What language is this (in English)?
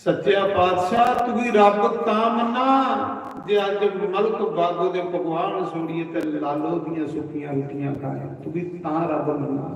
Dogri